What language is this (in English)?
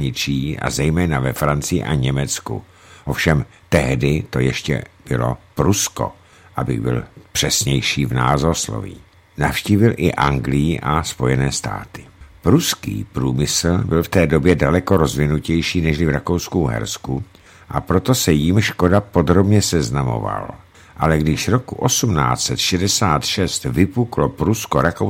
Czech